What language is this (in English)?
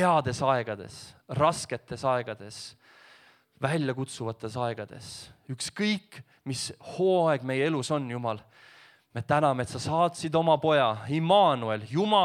Estonian